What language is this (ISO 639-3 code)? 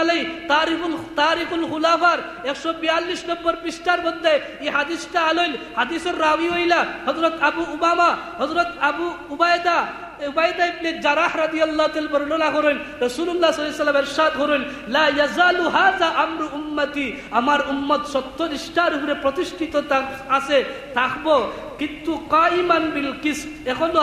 syl